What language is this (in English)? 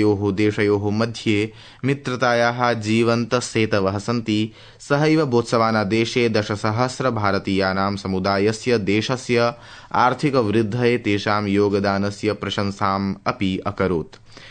Sanskrit